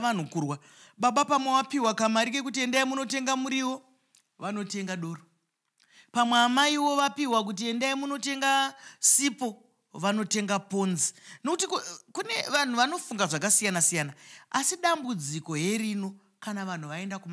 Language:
Shona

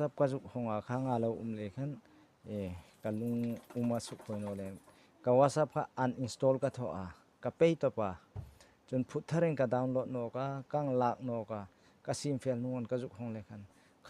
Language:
Hmar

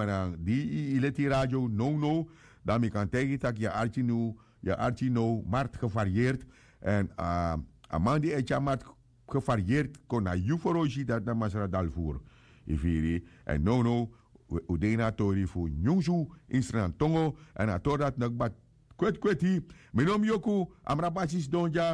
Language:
Sranan Tongo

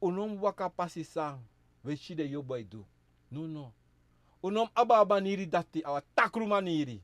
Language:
Sranan Tongo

